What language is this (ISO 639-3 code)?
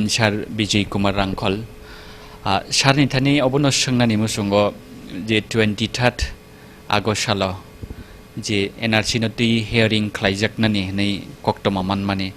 trp